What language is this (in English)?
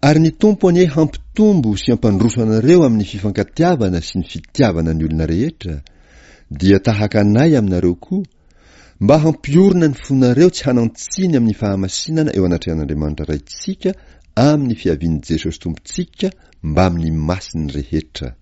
Malagasy